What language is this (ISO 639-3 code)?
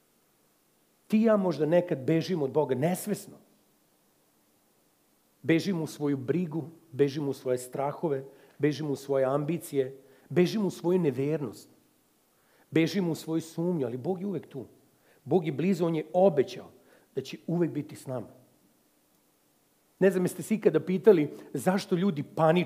srp